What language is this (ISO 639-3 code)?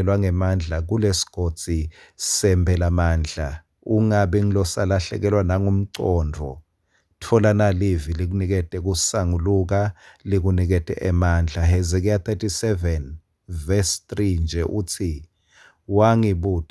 ssw